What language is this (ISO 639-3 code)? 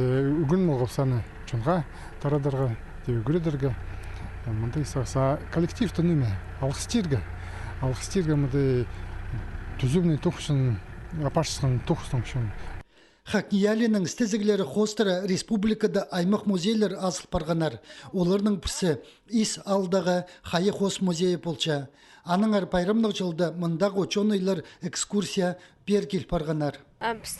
kjh